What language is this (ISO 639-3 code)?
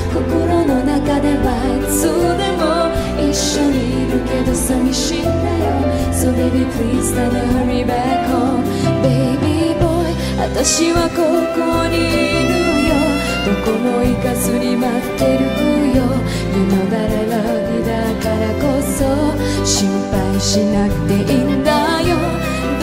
jpn